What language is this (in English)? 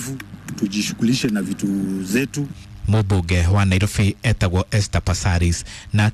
Kikuyu